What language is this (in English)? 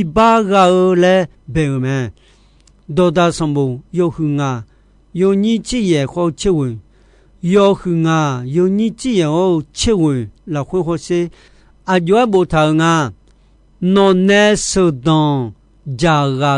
Akha